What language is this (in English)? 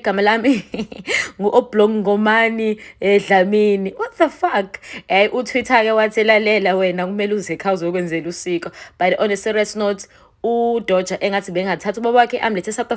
Zulu